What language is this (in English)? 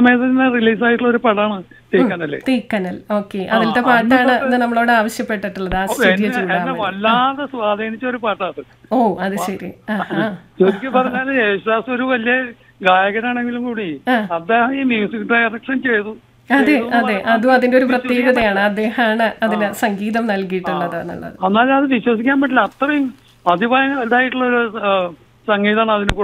Malayalam